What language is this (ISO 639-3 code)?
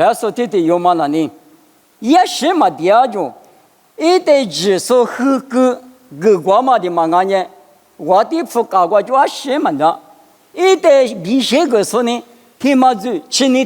lis